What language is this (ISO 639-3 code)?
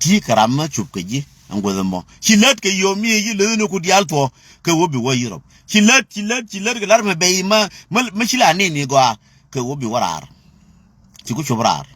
nus